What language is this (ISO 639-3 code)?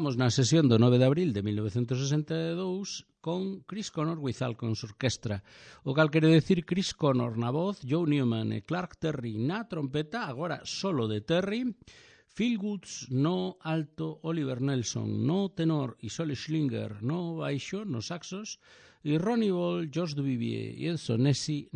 glg